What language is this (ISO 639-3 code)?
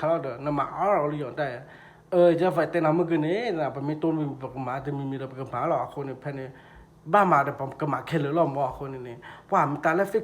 ksw